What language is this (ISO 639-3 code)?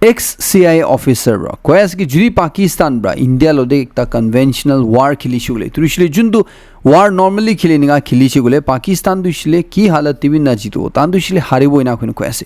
nag